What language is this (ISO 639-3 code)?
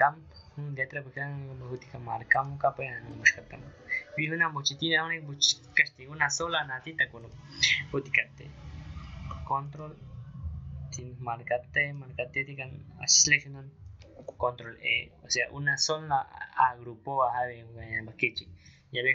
agr